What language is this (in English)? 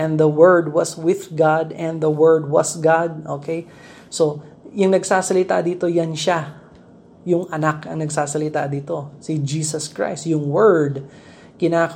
Filipino